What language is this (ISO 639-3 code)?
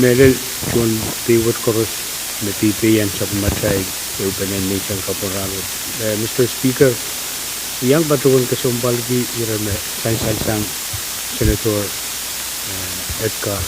pon